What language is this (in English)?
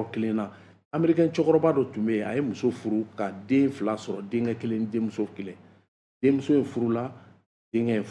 Bambara